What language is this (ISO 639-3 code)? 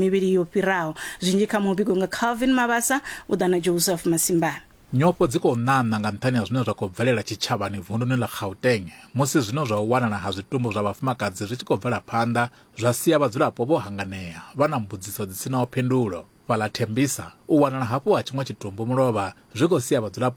ven